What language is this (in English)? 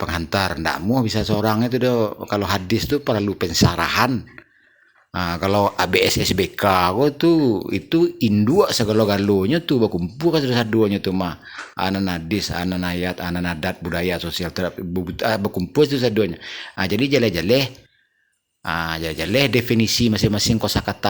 Minangkabau